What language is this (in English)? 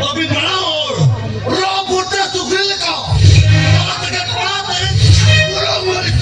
Santali